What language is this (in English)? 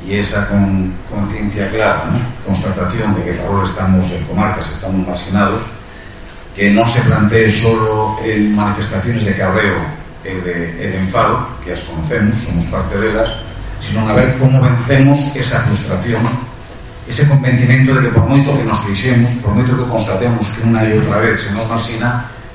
Galician